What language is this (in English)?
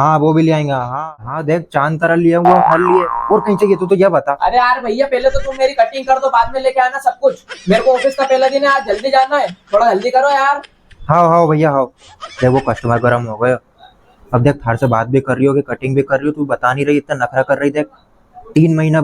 Rajasthani